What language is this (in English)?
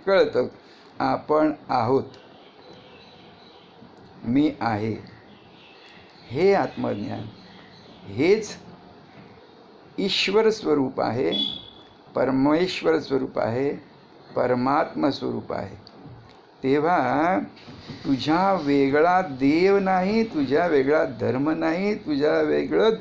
Marathi